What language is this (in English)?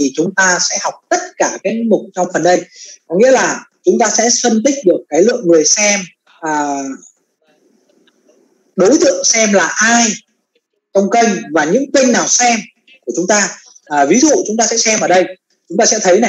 Vietnamese